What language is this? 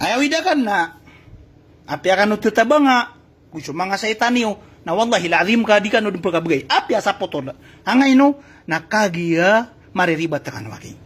Maranao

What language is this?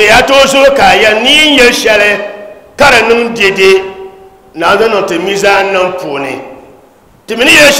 Dagbani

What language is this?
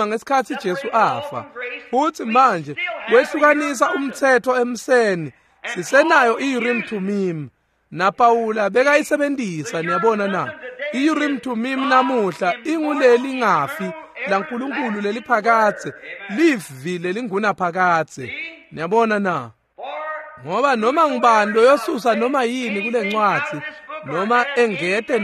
Swati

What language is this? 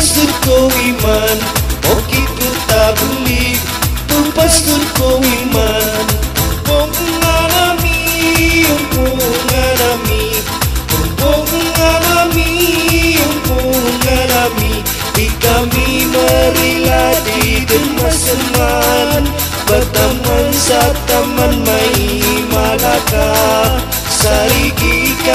Maranao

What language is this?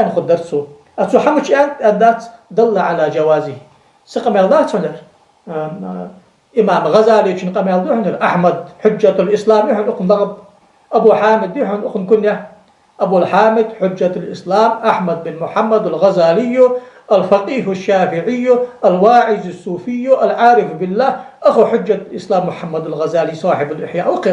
Ingush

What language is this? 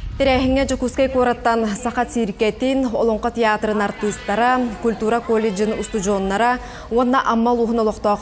Yakut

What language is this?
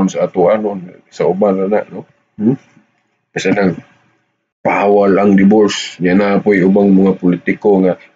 Cebuano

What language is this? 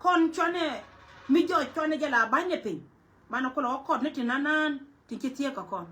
Nuer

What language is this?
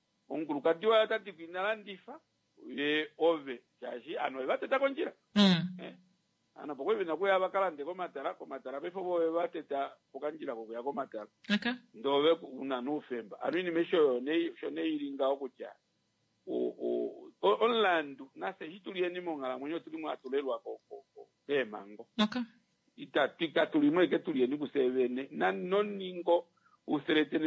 Kuanyama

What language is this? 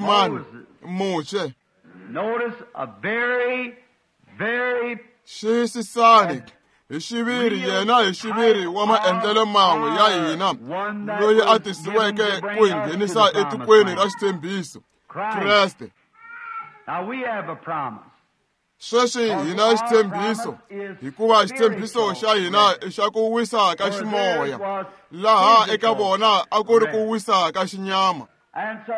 Tsonga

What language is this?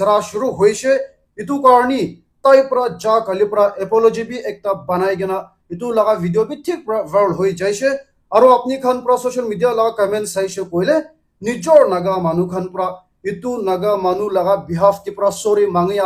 Naga Pidgin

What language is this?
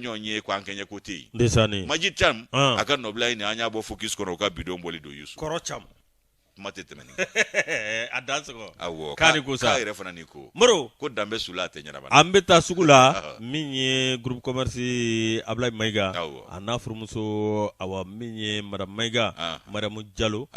Bambara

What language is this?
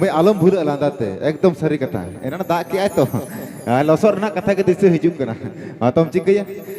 Santali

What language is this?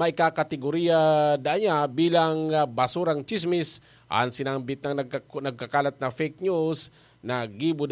Bikol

